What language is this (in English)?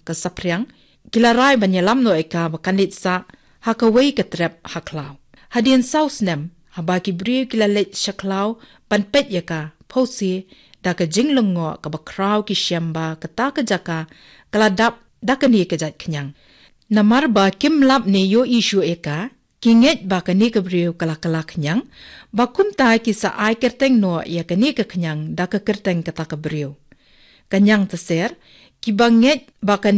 Khasi